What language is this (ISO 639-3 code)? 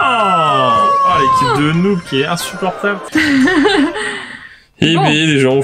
fra